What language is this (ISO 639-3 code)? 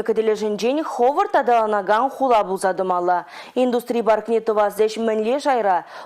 chv